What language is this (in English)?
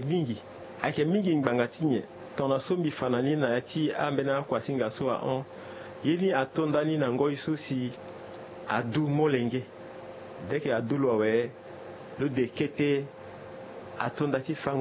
Sango